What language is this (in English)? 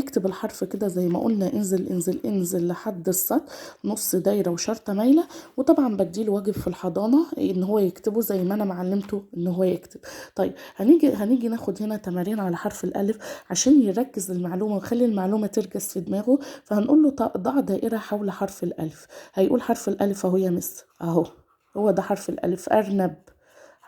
Egyptian Arabic